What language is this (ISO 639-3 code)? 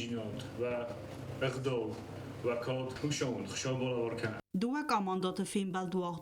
oss